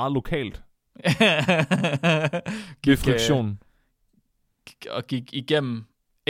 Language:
Danish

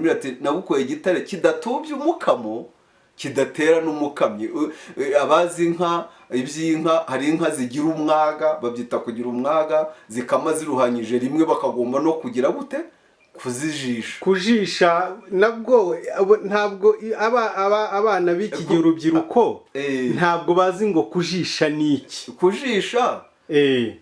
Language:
Kinyarwanda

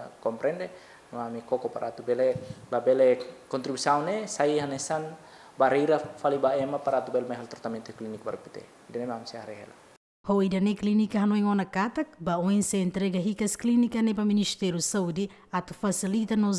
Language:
Tetum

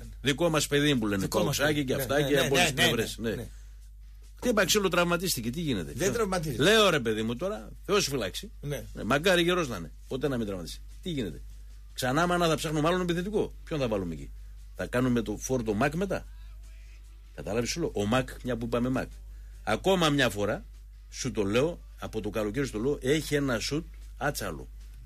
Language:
Greek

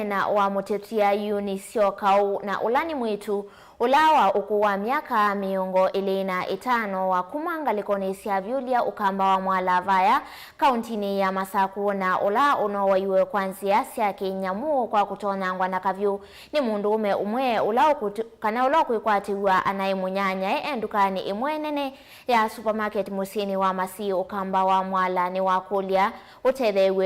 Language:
Kamba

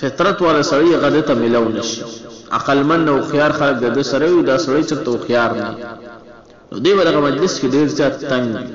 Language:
Pashto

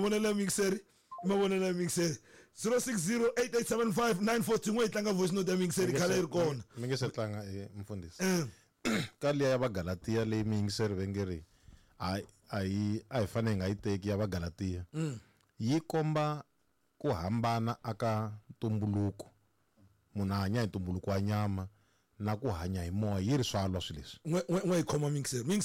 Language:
Tsonga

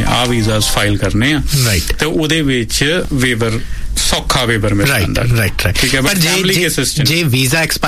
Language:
Punjabi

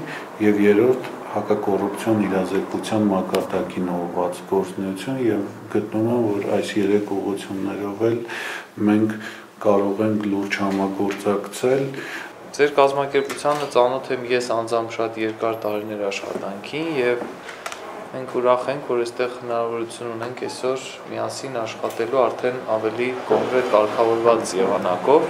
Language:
Armenian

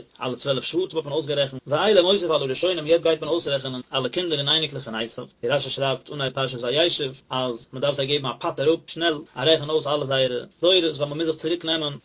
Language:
Yiddish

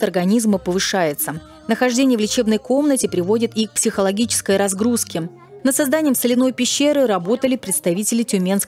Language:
Russian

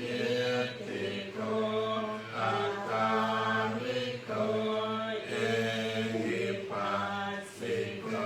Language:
Pali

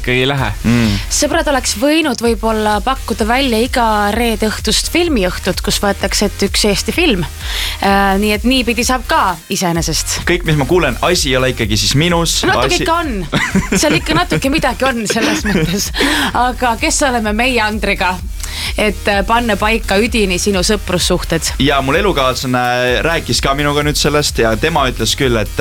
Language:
Estonian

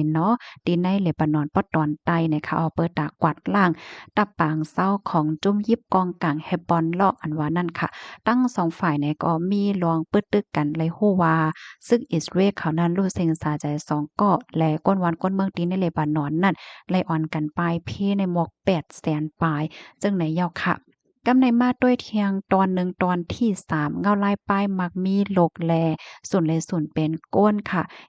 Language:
Shan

